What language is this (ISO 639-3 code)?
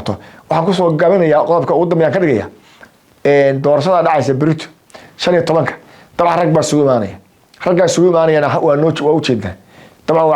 som